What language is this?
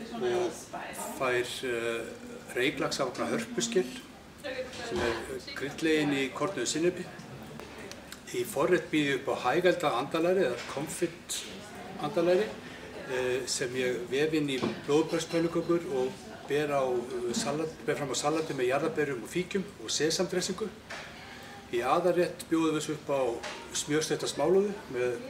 Icelandic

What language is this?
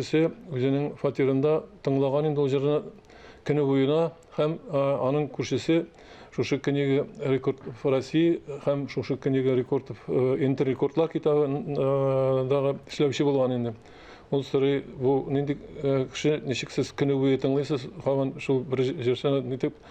Tatar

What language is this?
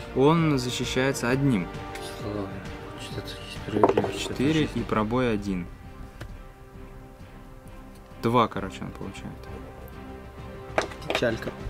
Russian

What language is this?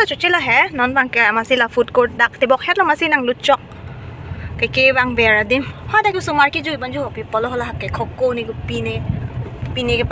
Karbi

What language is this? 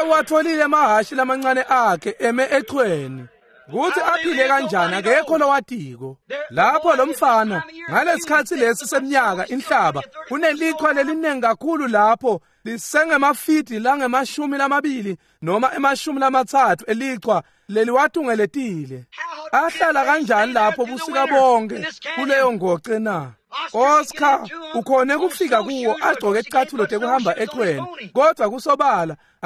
Swati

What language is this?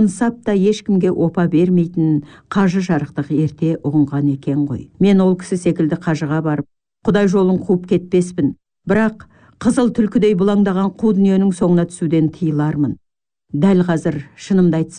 Kazakh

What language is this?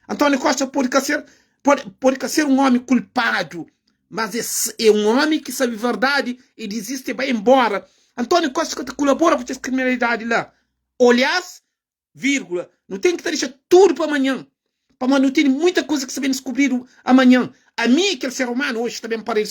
Kabuverdianu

